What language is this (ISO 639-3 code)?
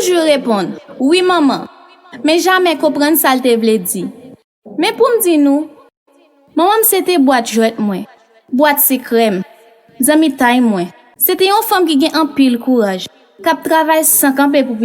hat